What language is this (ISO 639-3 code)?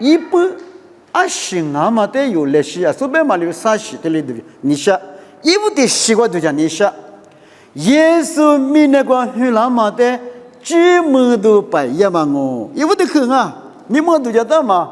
lis